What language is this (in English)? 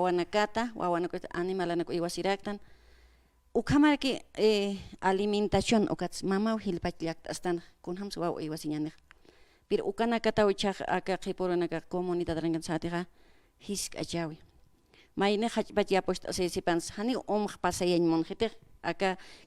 Aymara